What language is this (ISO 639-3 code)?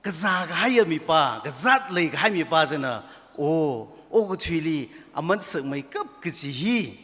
nmf